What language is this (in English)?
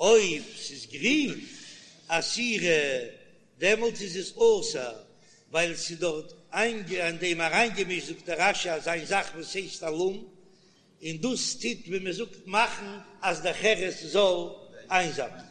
Yiddish